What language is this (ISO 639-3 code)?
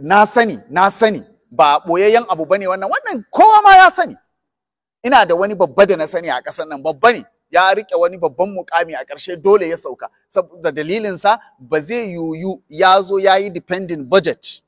hau